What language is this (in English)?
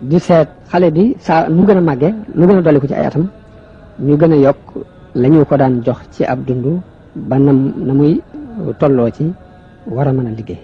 Wolof